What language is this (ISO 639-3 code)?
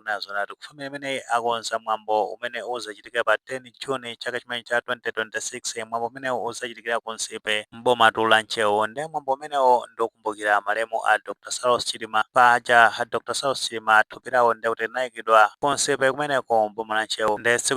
nya